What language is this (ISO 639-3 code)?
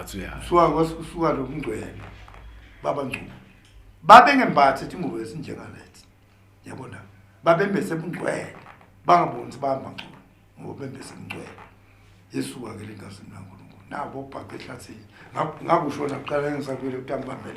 zul